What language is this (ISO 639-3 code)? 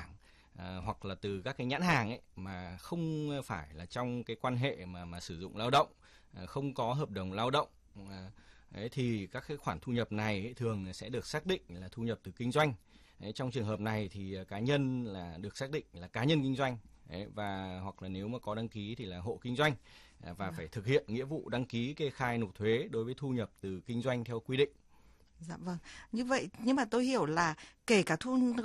vie